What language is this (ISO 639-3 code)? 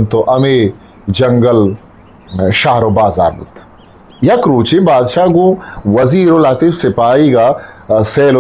bgp